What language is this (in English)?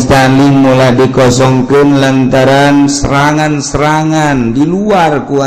Sundanese